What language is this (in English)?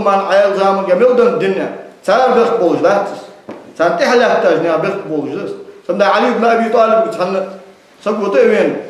Ingush